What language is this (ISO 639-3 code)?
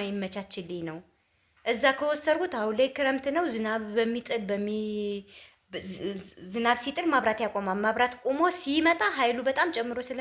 amh